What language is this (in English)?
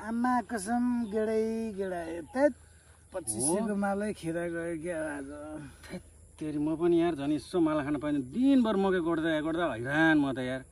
Nepali